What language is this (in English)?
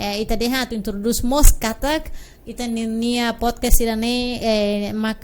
Tetum